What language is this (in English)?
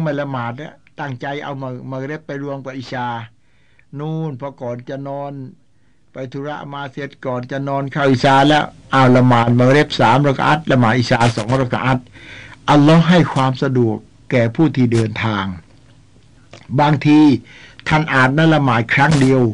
Thai